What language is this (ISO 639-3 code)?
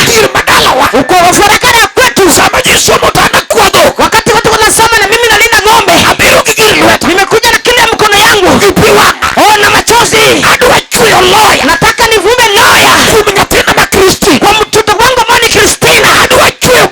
luo